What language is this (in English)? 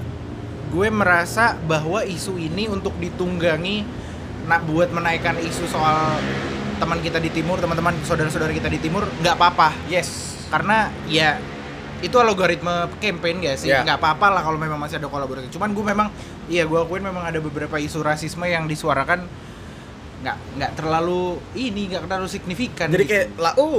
Indonesian